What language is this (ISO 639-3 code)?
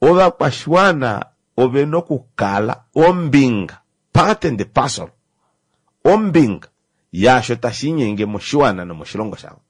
kua